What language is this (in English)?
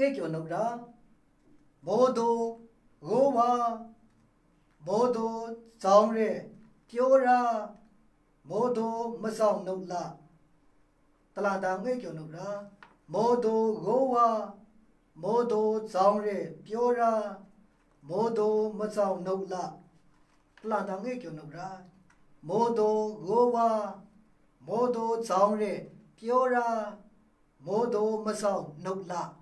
Maru